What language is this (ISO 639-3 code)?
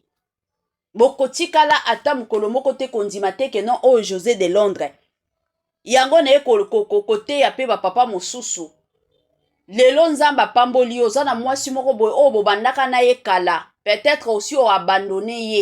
lin